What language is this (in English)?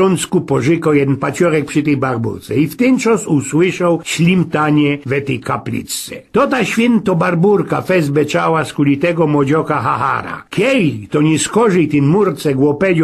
Silesian